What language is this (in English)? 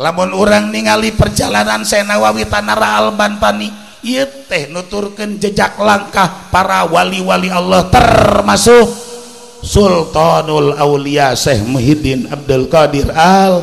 Sundanese